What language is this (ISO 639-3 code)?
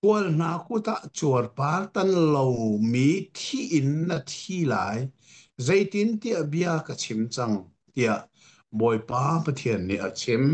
cnh